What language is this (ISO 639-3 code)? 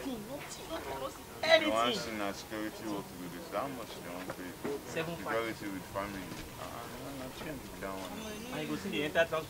pcm